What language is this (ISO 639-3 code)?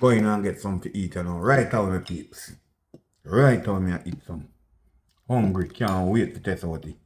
jam